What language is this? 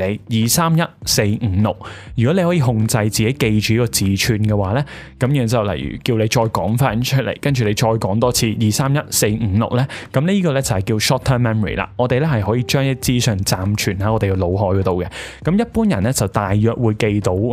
Cantonese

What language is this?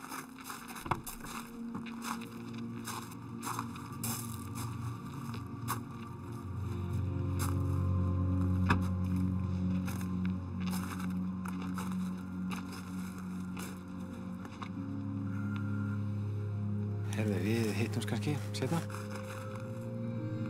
Icelandic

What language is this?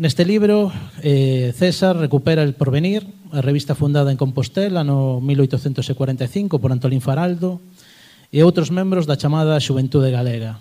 Galician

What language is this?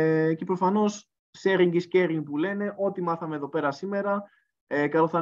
Greek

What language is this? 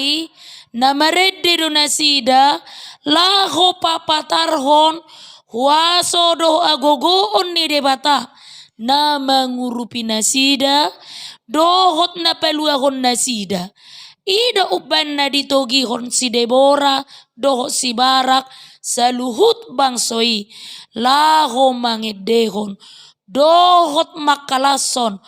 Batak Toba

